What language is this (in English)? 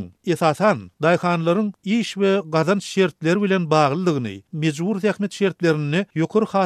Turkmen